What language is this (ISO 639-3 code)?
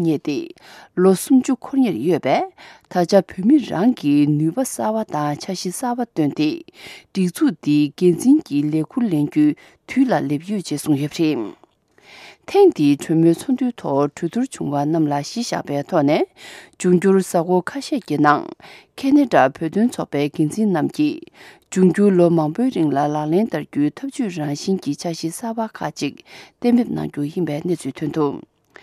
bod